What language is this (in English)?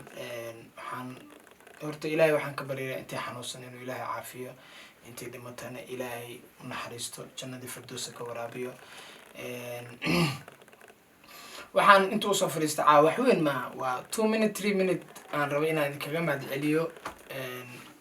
Somali